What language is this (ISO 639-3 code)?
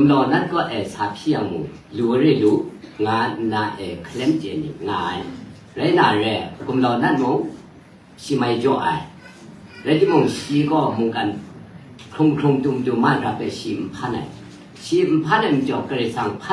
kac